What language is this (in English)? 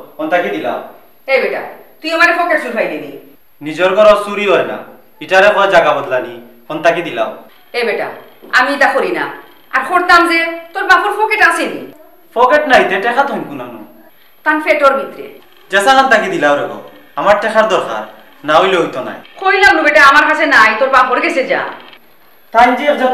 Sylheti